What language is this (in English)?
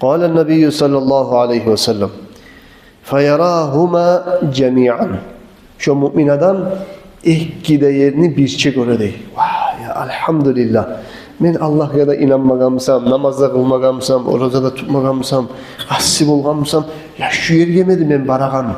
Kumyk